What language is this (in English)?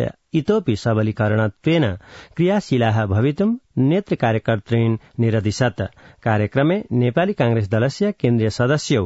Sanskrit